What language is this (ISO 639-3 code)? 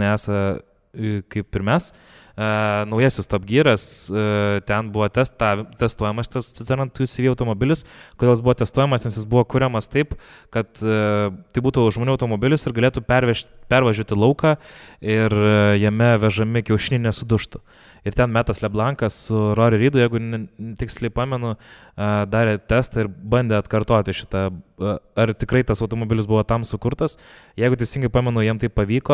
lit